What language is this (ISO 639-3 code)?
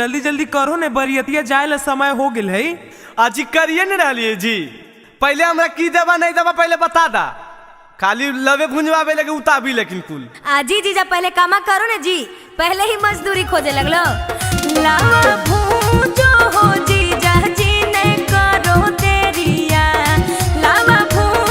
mag